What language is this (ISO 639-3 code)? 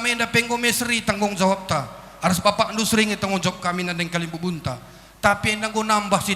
btx